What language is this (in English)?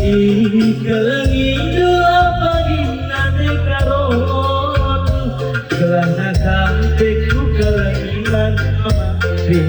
Batak Karo